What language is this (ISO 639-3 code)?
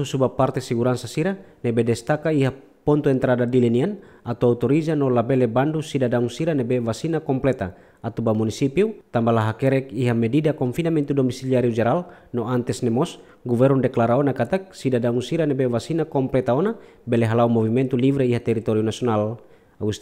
tet